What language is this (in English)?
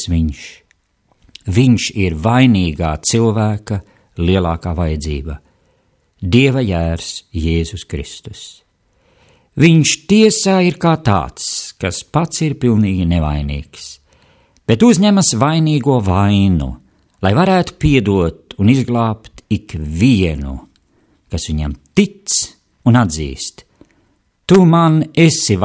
Latvian